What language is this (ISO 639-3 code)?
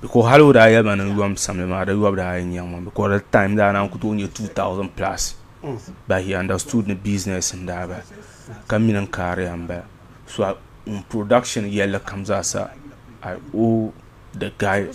dag